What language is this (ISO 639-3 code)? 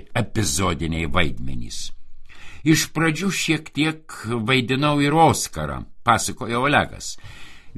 lit